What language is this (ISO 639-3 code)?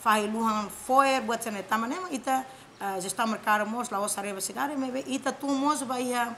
tet